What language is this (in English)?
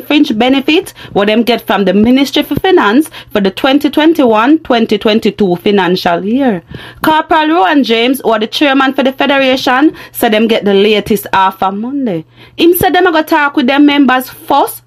Jamaican Creole English